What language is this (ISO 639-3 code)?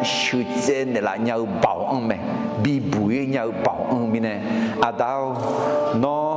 ahk